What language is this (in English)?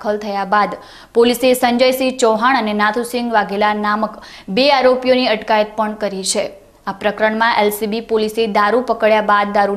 Gujarati